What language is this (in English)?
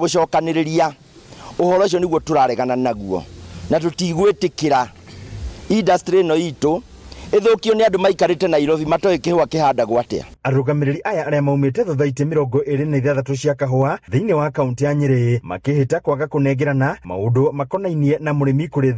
Kikuyu